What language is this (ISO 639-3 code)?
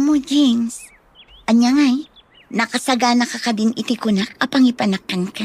ilo